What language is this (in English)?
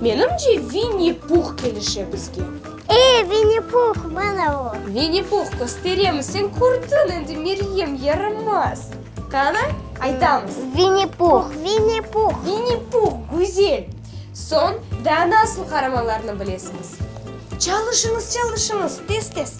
Crimean Tatar